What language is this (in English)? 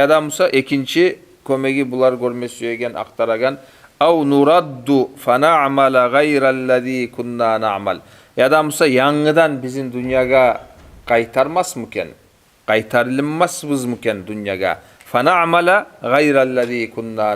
Kumyk